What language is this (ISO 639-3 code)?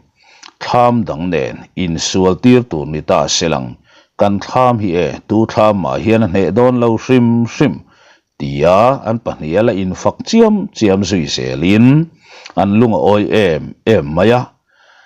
lus